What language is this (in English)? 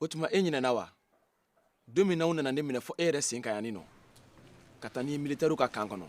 Bambara